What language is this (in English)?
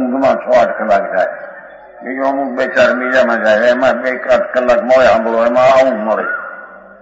Gujarati